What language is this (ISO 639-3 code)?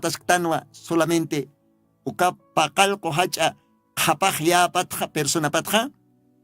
aym